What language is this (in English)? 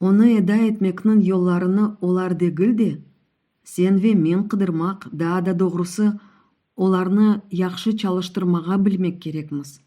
Crimean Tatar